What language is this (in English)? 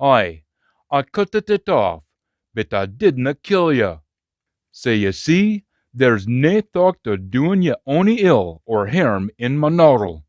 Scots